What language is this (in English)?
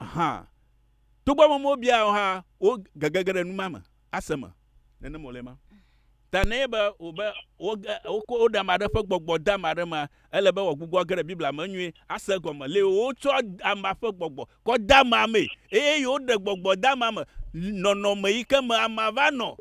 Ewe